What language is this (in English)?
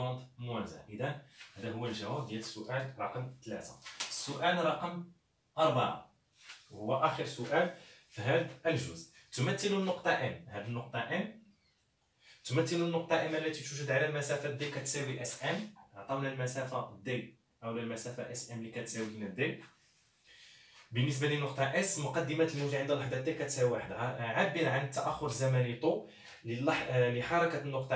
Moroccan Arabic